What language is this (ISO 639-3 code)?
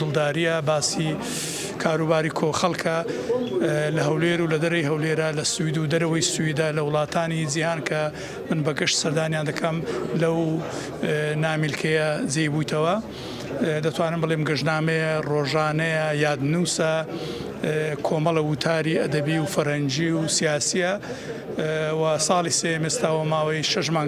ckb